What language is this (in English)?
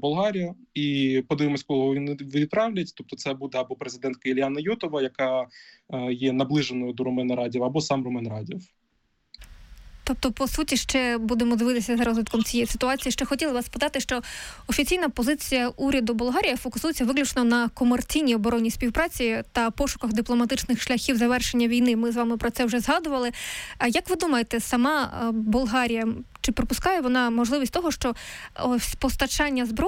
Ukrainian